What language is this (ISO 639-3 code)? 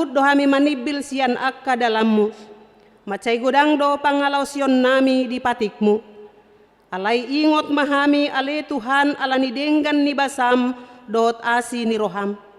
bbc